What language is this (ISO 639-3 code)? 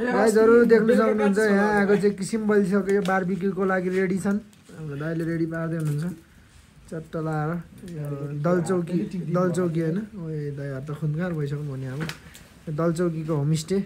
nep